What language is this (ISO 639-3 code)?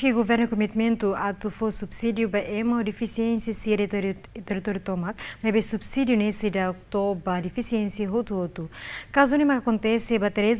tet